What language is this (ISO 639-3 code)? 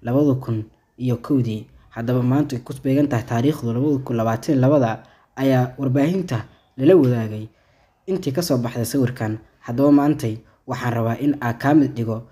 som